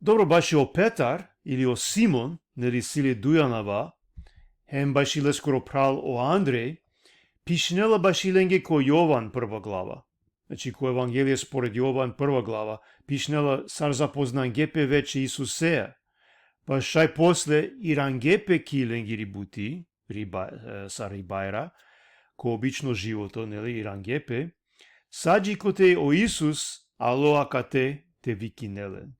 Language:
Balkan Romani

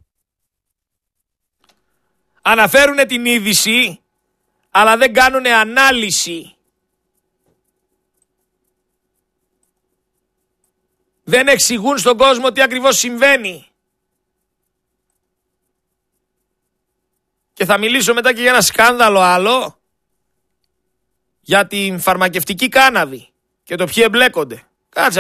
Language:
Greek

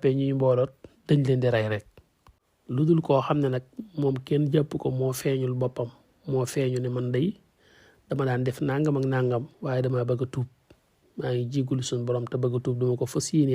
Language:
Wolof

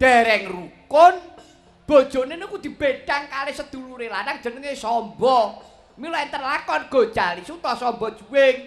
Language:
Javanese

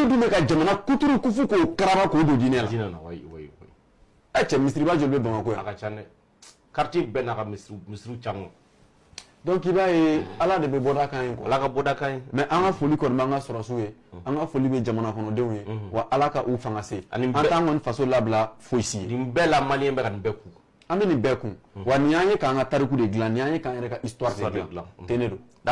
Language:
Bambara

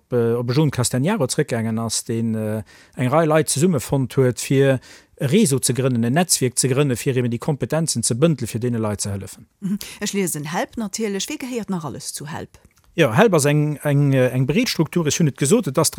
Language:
Luxembourgish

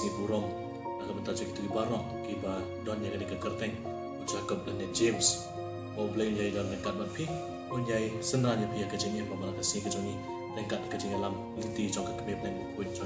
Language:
Khasi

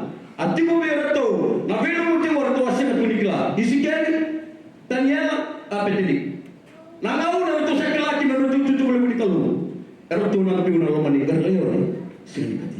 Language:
Fijian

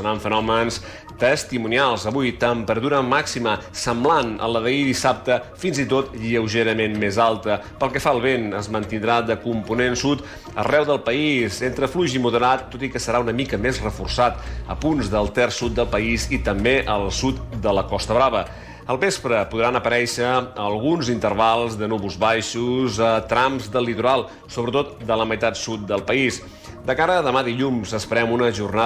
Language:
Catalan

